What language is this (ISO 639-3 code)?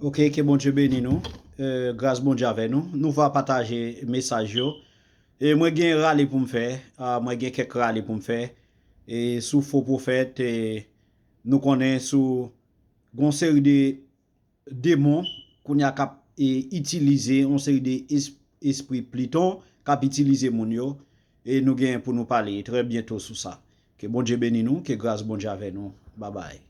hat